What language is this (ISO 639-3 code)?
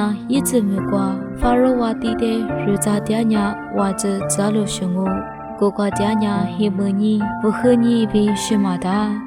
lis